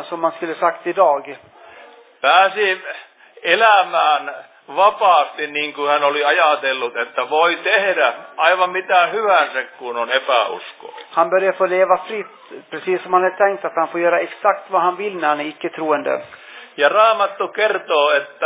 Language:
Finnish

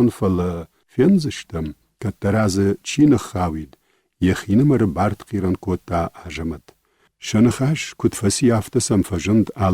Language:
Ossetic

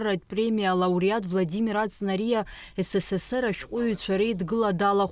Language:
Abkhazian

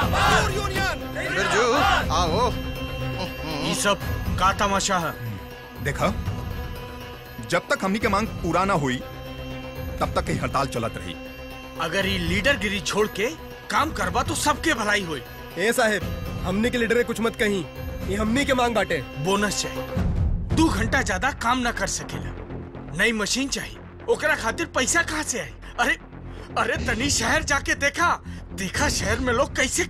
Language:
Bhojpuri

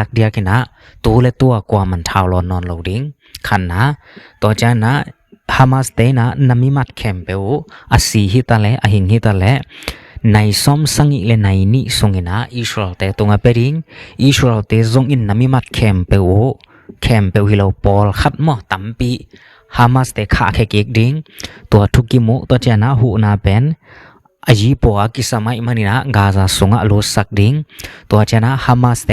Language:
Tedim Chin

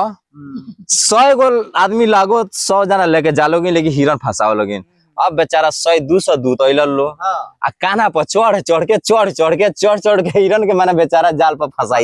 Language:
Bhojpuri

